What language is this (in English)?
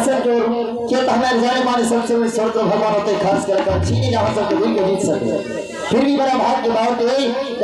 Maithili